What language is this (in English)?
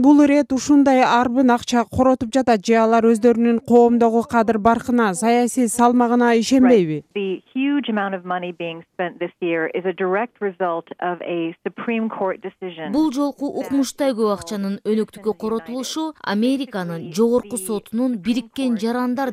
Kyrgyz